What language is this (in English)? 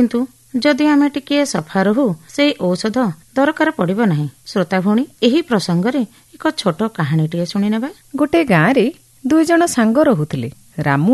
Odia